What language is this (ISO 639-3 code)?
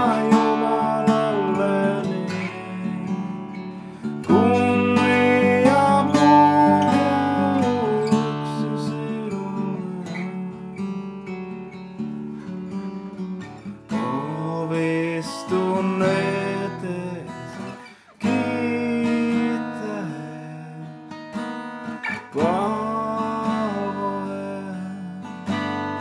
fin